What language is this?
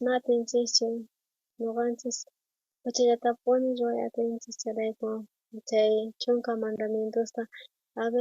South Bolivian Quechua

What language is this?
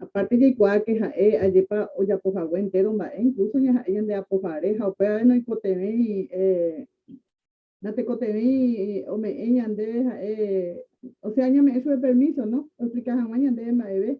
Guarani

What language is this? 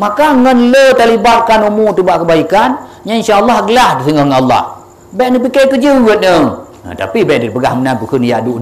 Achinese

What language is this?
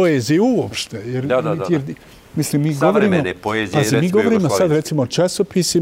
Bosnian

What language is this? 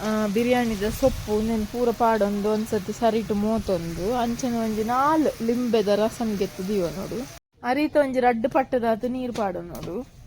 Tulu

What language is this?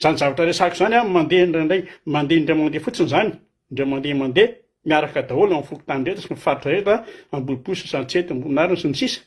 Malagasy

